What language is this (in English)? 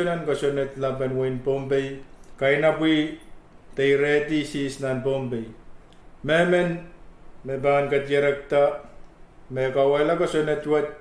Pohnpeian